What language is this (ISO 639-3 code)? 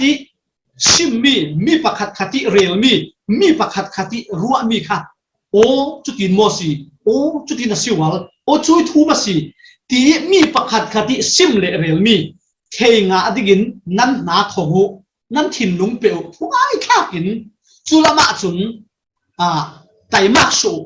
cfm